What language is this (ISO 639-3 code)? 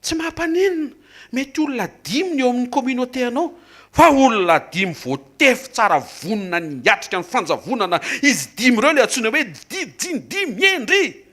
mlg